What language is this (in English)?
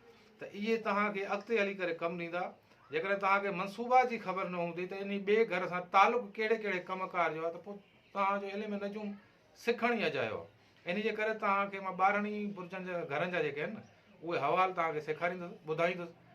Sindhi